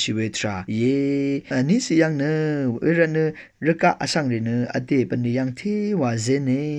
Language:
Rawang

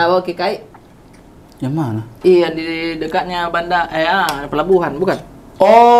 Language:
Makassar Malay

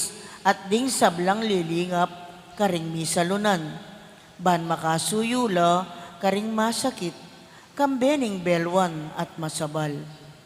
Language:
Pampanga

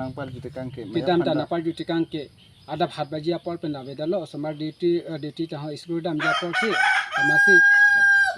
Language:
Karbi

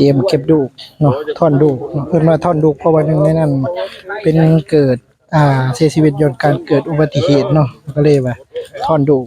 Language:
Lao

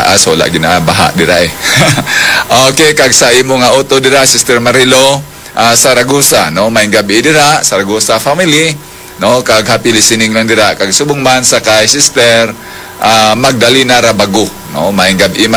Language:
Hiligaynon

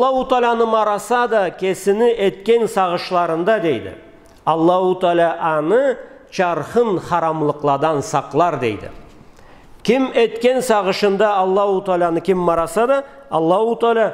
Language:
Karachay-Balkar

